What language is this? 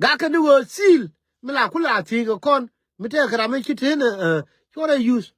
Nuer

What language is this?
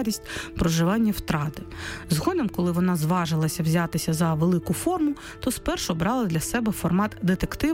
Ukrainian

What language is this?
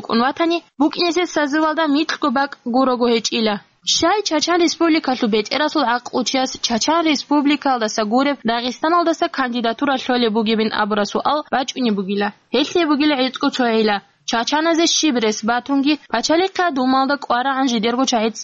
Avaric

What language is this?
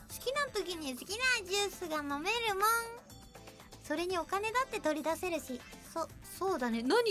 Japanese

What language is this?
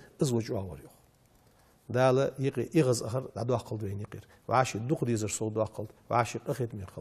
Ingush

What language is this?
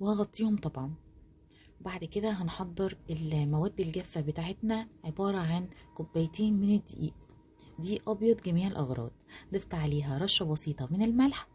Egyptian Arabic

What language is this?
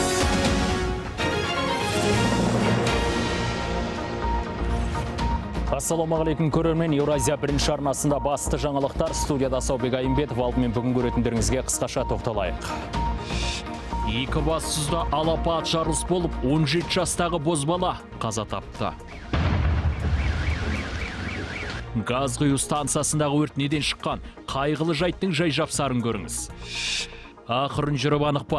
Kazakh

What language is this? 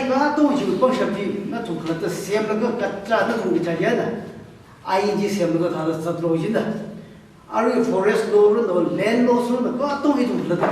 Tangkhul Naga (India)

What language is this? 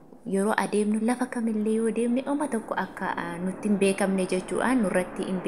Oromo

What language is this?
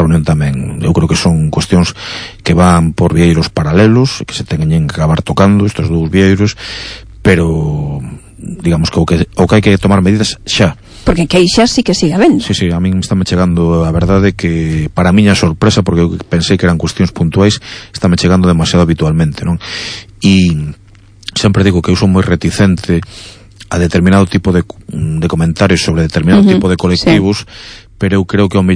Galician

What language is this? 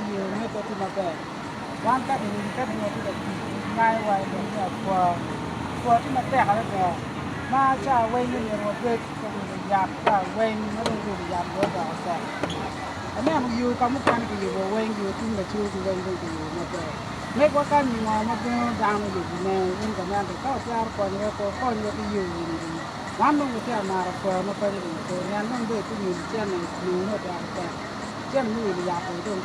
Acoli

